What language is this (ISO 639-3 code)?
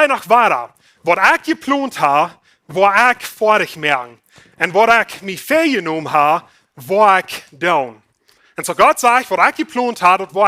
pdt